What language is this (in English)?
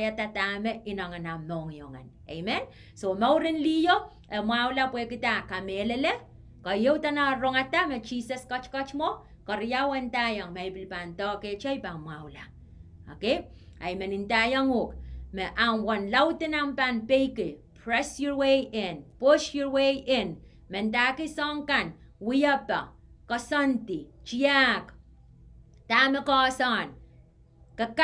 Pohnpeian